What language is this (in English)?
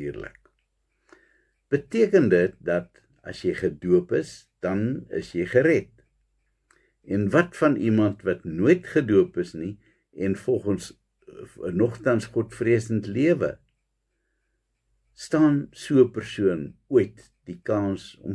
Afrikaans